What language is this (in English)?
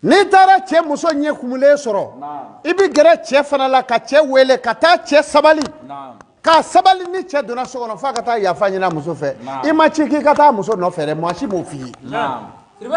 Bambara